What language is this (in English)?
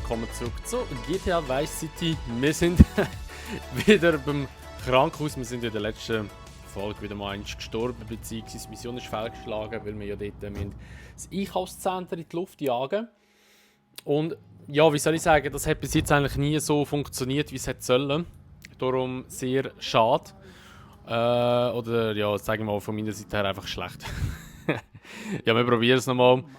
Swiss German